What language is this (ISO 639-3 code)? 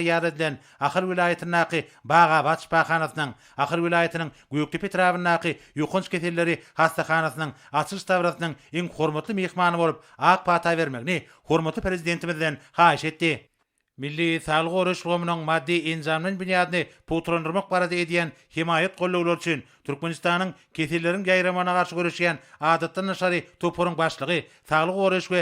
tuk